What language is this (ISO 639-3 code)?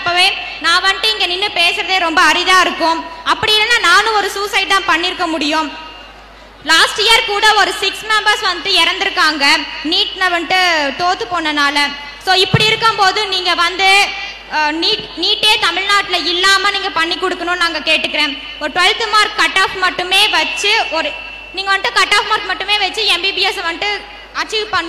tam